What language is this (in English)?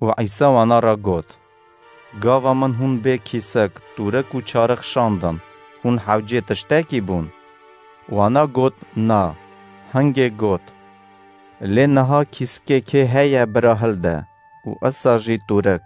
Kurdish